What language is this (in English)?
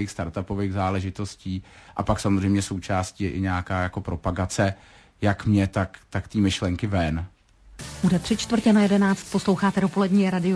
Czech